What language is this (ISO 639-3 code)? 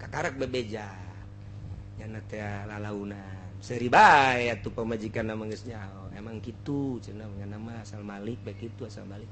sun